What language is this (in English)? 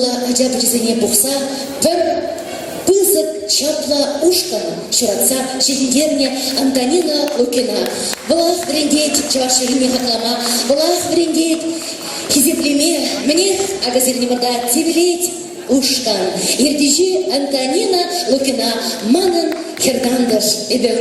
Chuvash